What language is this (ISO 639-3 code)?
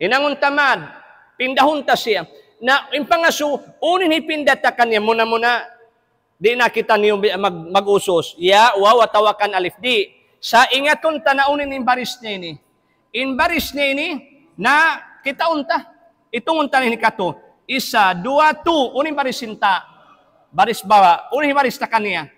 tsg